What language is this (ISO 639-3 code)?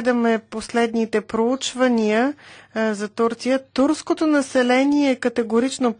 bul